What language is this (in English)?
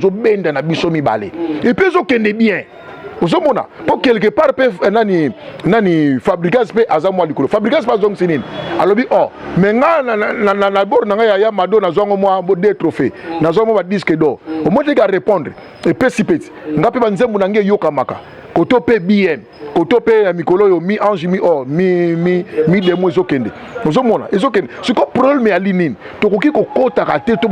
Lingala